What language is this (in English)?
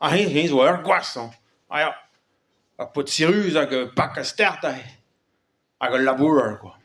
Breton